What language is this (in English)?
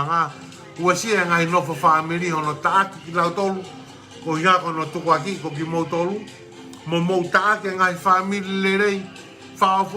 Tongan